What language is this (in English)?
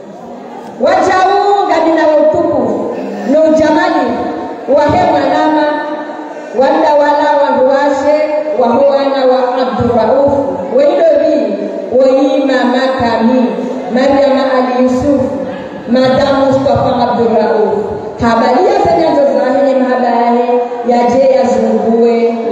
Swahili